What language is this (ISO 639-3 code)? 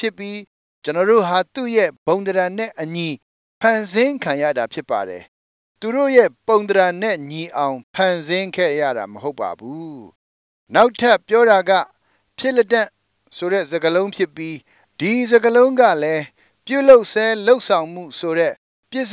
mya